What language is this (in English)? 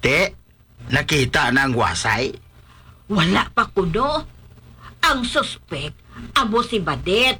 Hiligaynon